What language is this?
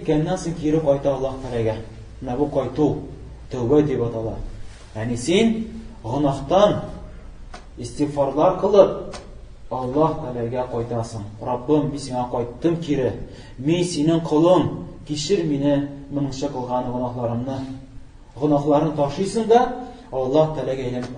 Tatar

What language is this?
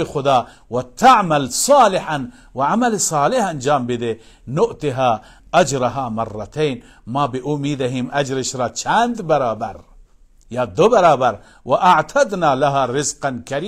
Persian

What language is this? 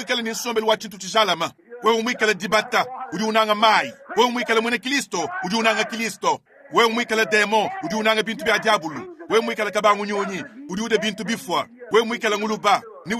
Luba-Lulua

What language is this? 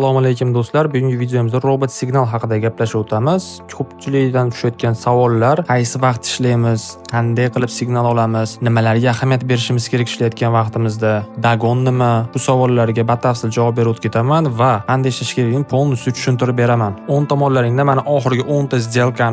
Uzbek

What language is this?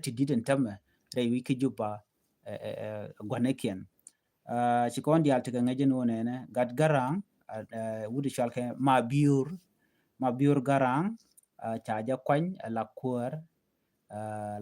Nuer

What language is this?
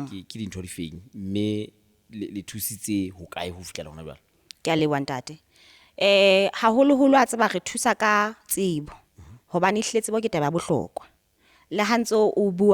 Southern Sotho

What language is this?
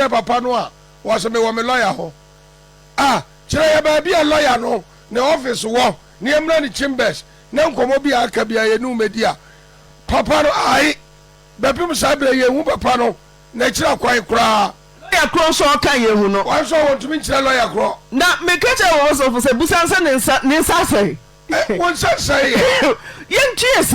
Akan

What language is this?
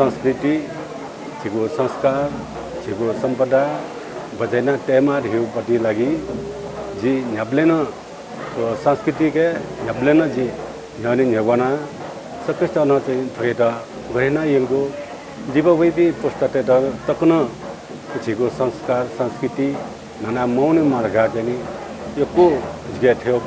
Newari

